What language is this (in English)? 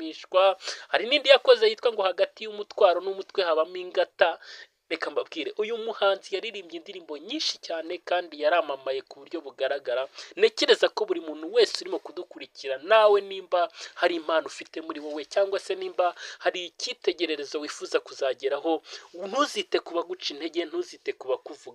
Kinyarwanda